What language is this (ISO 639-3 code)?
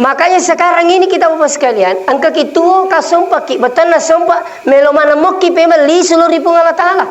bug